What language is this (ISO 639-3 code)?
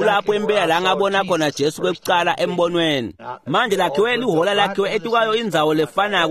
ssw